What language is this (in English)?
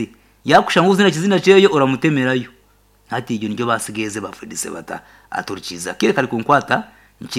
Nyankole